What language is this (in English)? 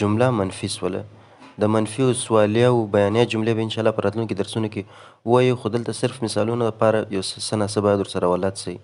Pashto